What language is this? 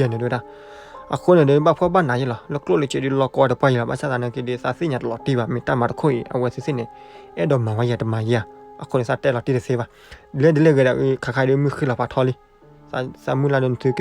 S'gaw Karen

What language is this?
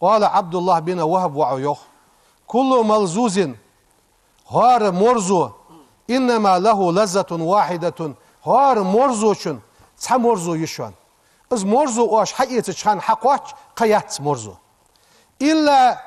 Ingush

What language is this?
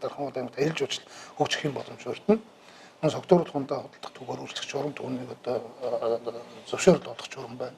Mongolian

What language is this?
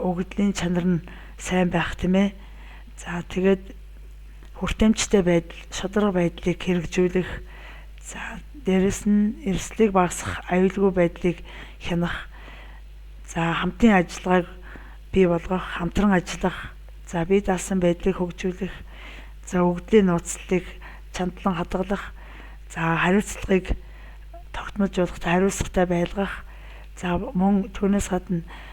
Mongolian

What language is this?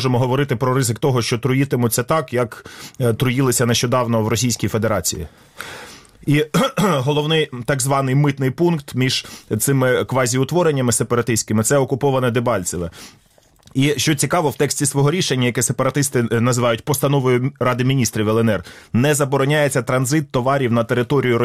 Ukrainian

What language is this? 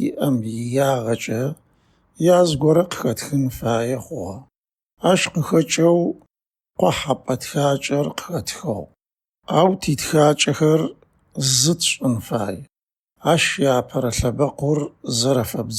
Adyghe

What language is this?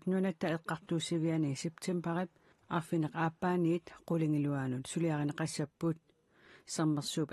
Kalaallisut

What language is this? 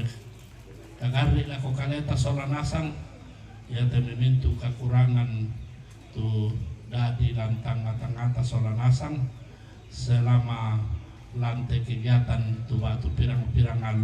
Toraja-Sa'dan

